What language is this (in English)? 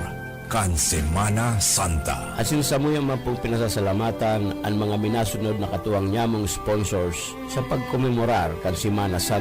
Bikol